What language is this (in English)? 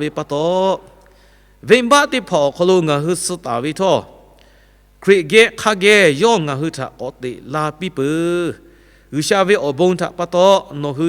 Lahu